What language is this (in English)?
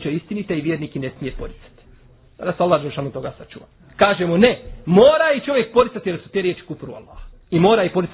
Bosnian